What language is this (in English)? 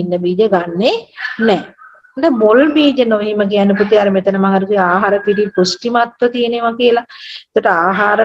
Sinhala